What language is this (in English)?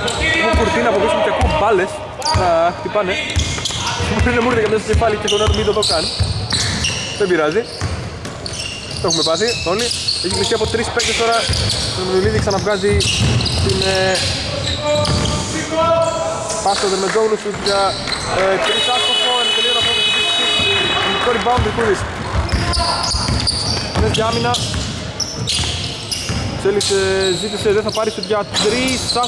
Greek